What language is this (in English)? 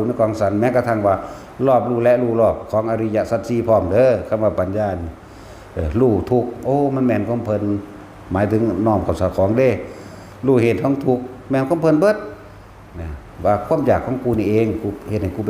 Northeastern Thai